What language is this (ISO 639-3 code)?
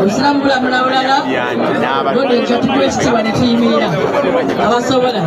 lug